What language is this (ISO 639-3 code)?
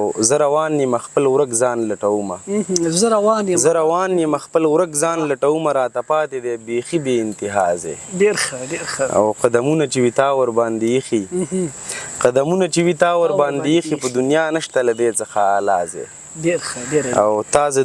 pus